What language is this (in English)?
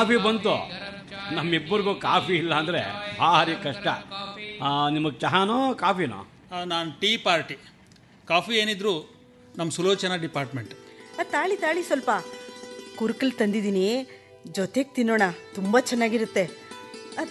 Kannada